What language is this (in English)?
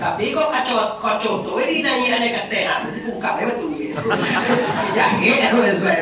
Minangkabau